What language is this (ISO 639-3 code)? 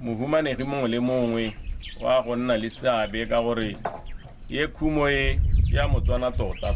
tsn